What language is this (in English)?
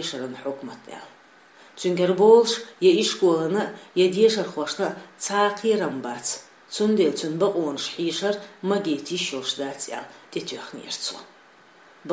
Chechen